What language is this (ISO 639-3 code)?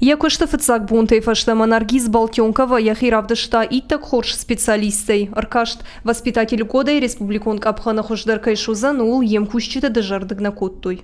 oss